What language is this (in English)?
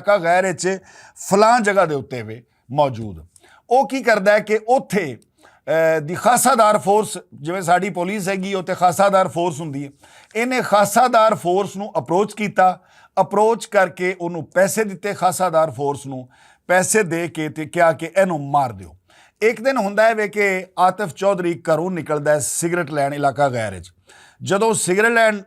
Western Panjabi